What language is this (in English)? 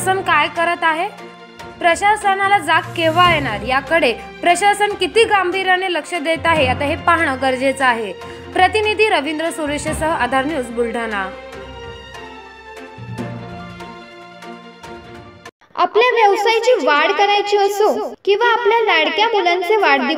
Marathi